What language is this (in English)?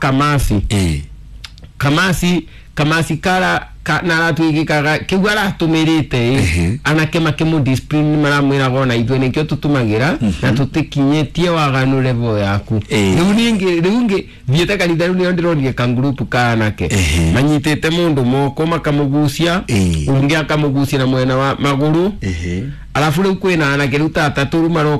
Kikuyu